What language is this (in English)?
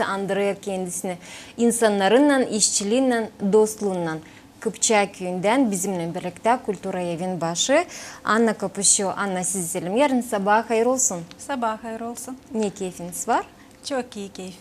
Gagauz